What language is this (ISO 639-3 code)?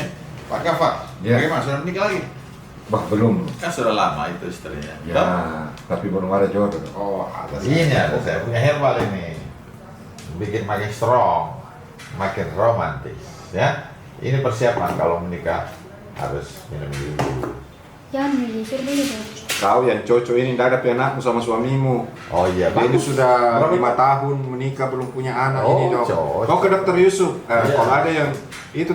mfp